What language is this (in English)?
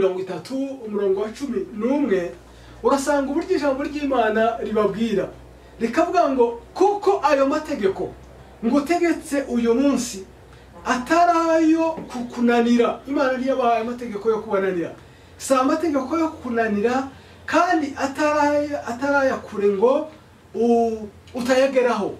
Kinyarwanda